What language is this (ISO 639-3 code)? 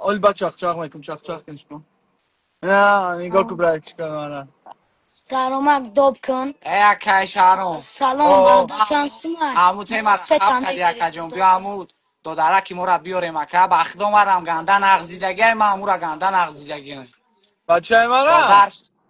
tgk